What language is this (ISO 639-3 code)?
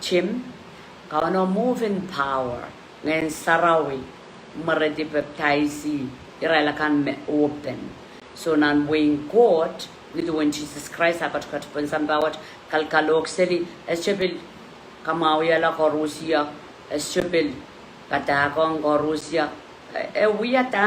pon